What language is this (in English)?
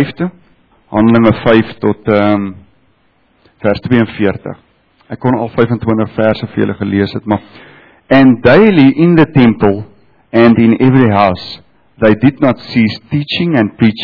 Afrikaans